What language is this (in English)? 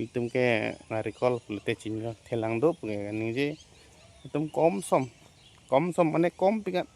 Karbi